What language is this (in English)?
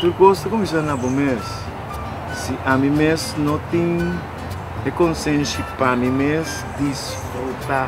Papiamento